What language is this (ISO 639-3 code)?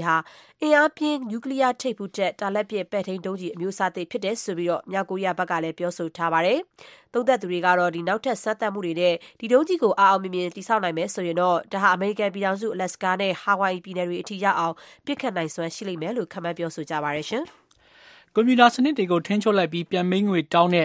mya